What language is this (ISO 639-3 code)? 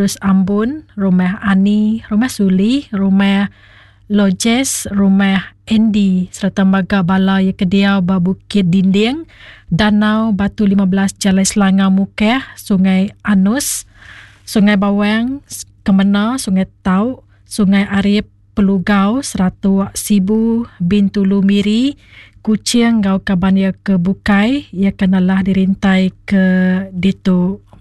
iba